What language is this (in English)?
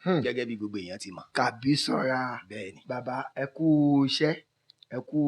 Yoruba